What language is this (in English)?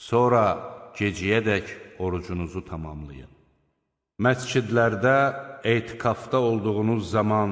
Azerbaijani